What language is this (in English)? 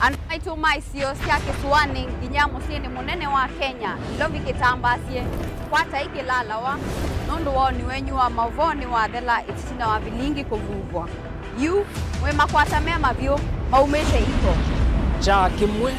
Kamba